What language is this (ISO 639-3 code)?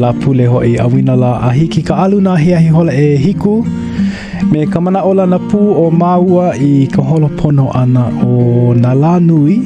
haw